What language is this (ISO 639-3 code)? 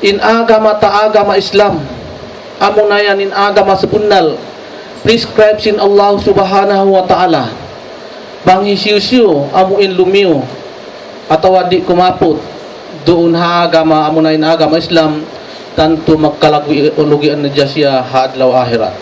tsg